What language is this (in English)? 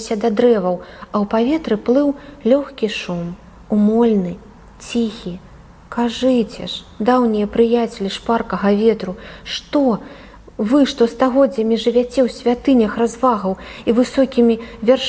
Belarusian